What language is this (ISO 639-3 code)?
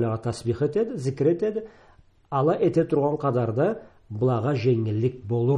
krc